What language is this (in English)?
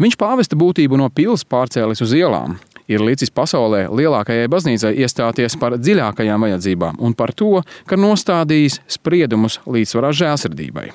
Latvian